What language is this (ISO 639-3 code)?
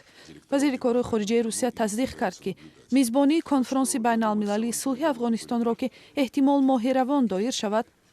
tgk